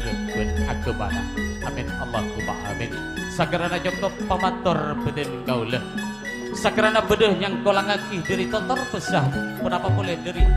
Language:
Madurese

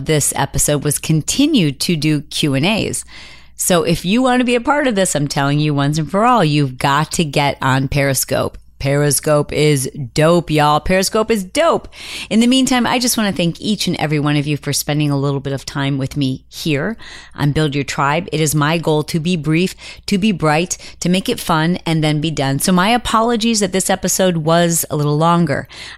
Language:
English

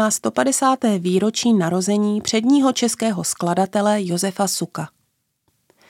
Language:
Czech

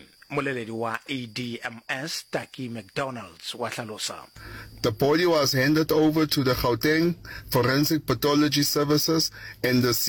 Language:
Northern Sotho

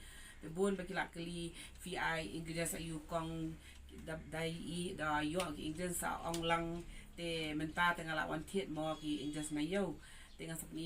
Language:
Khasi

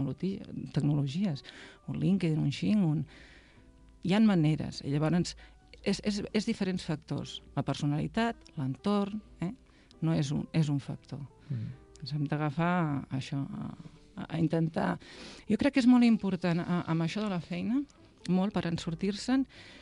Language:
Catalan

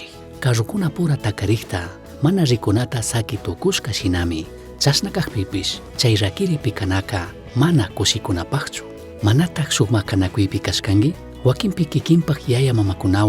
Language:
Chimborazo Highland Quichua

